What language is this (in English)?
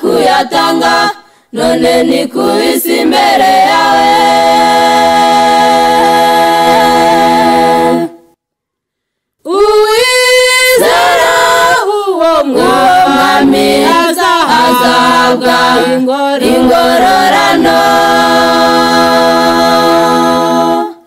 Kinyarwanda